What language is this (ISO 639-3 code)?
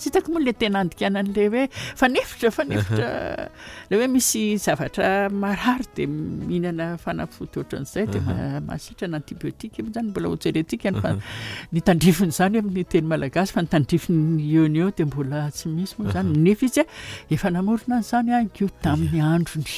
mlg